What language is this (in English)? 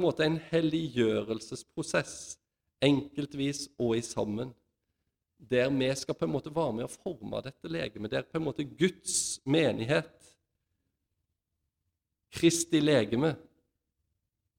Norwegian